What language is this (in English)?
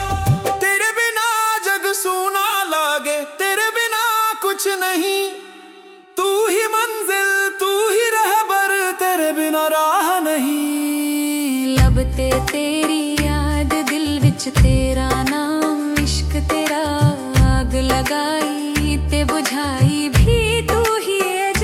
Haryanvi